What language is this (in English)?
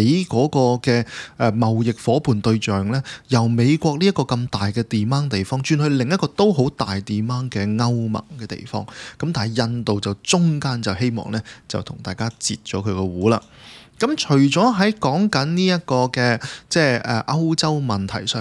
Cantonese